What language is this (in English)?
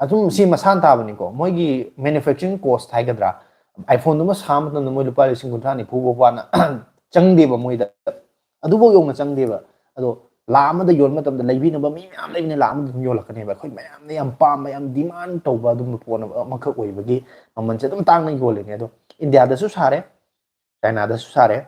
Manipuri